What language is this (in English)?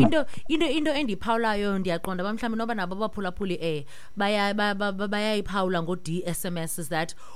Xhosa